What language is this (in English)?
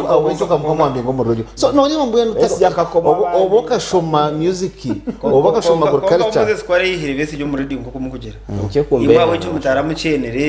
Nyankole